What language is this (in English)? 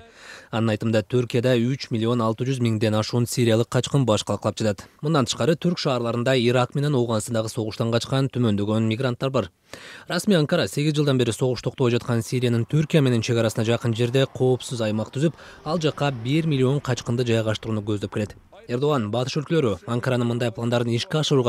Kyrgyz